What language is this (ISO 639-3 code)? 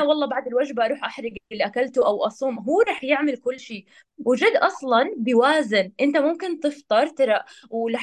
apc